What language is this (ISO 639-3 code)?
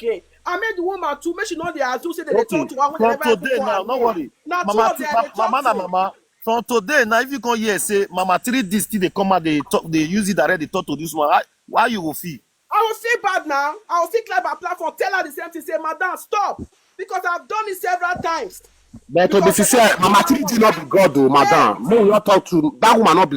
pcm